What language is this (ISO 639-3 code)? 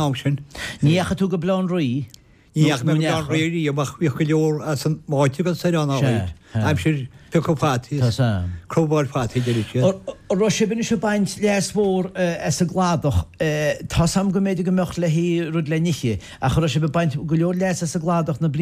gle